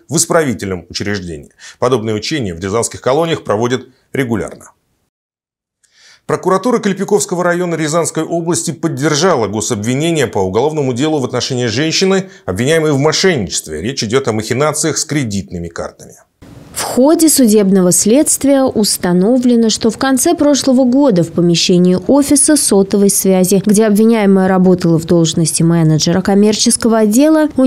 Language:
Russian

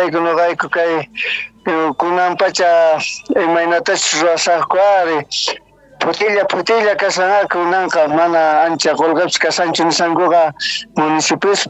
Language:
Quechua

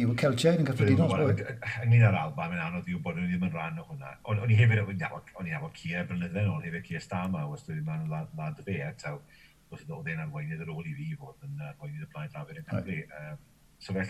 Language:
Welsh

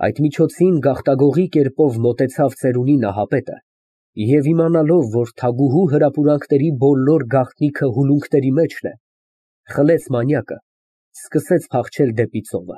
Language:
Armenian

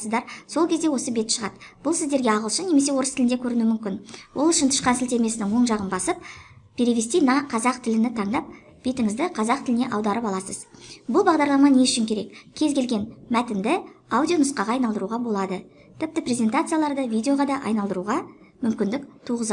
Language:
Kazakh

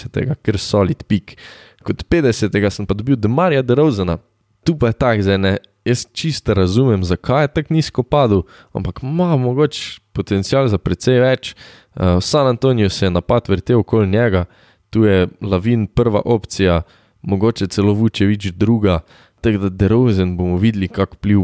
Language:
Slovenian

